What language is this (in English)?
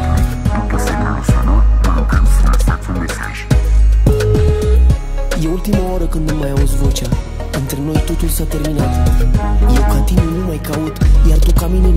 Romanian